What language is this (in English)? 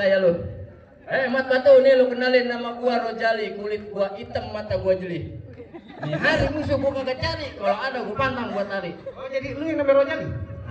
Betawi